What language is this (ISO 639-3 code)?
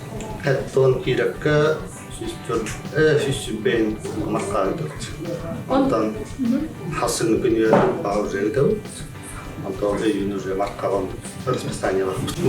sah